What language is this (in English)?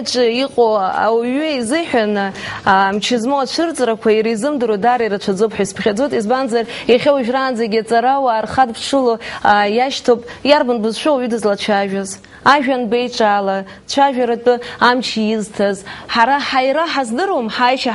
Abkhazian